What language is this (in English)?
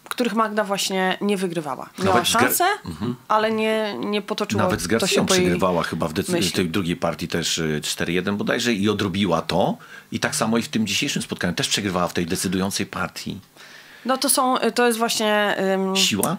Polish